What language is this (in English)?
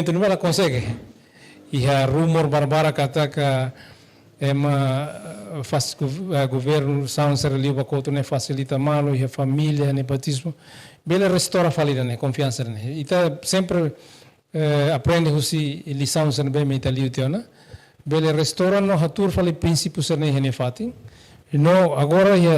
Tetum